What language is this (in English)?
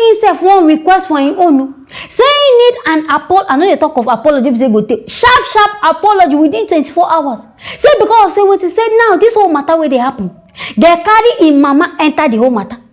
Nigerian Pidgin